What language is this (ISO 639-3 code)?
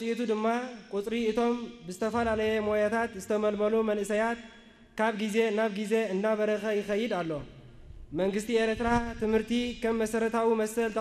tir